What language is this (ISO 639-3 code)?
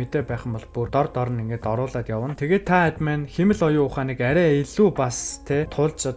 mon